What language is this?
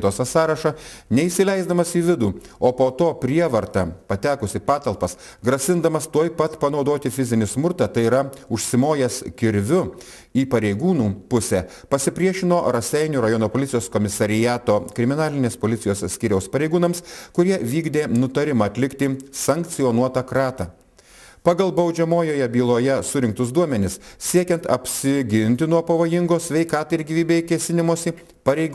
Lithuanian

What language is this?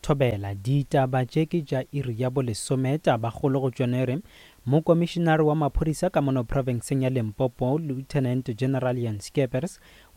Northern Sotho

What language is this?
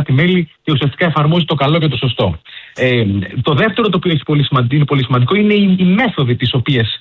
Greek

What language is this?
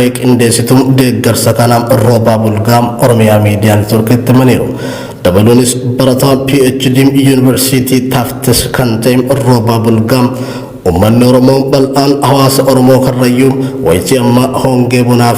Oromo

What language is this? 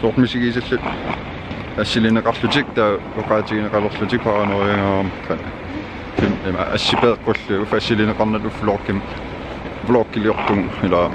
Kalaallisut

